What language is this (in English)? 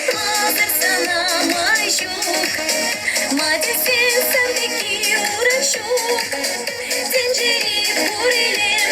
Chuvash